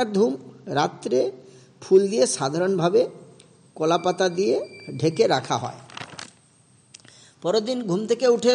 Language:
Bangla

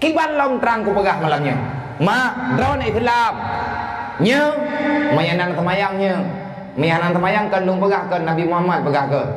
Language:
Achinese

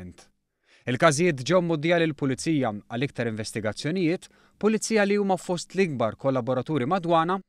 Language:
Maltese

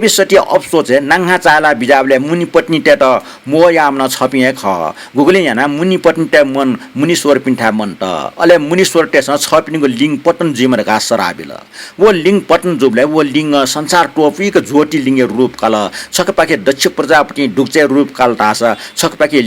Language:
Newari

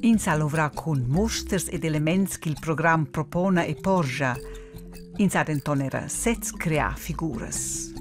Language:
Romansh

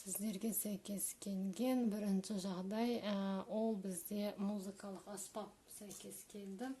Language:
Kazakh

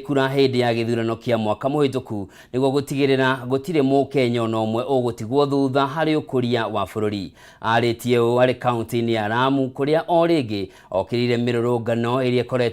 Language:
Kikuyu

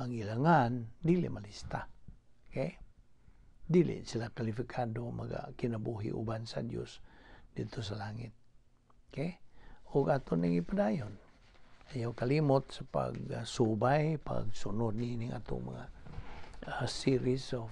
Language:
Cebuano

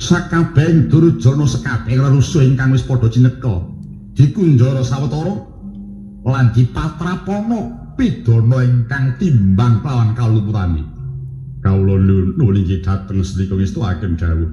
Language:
Javanese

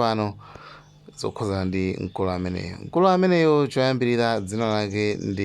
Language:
Nyanja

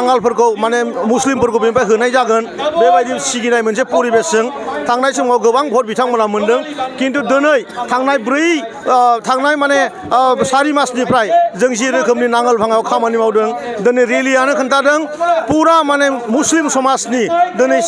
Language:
Bodo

